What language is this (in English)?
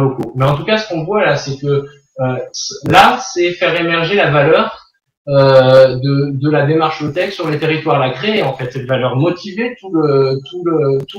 French